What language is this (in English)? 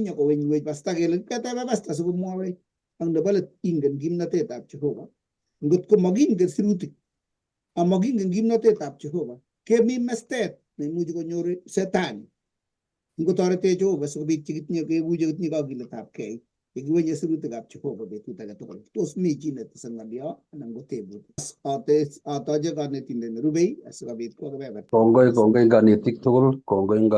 Kalenjin